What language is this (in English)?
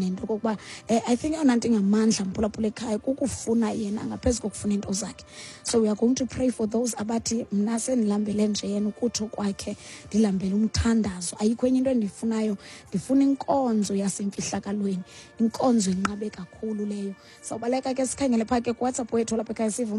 Xhosa